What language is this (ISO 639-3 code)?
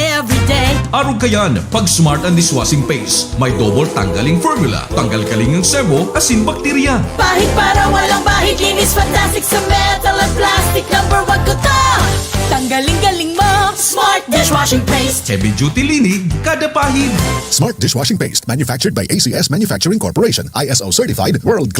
bik